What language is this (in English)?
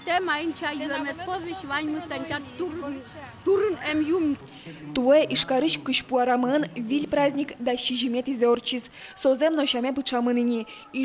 Udmurt